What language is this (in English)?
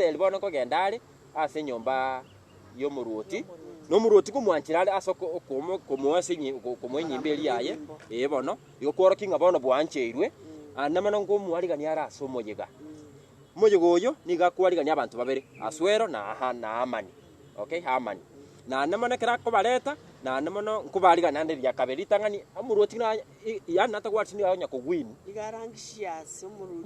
Gusii